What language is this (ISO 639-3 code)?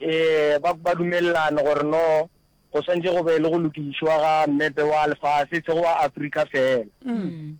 nso